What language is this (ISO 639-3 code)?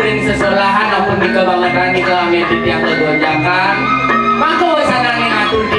ban